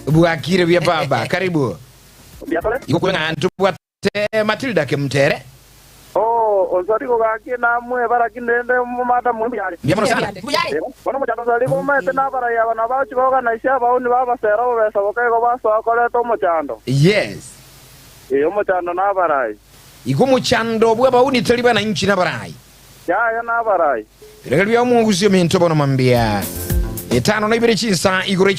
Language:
Gusii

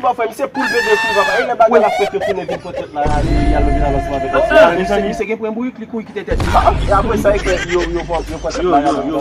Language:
Haitian Creole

